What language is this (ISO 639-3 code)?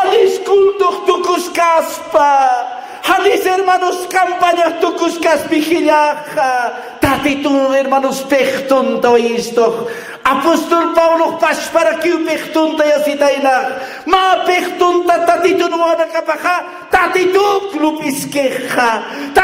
aym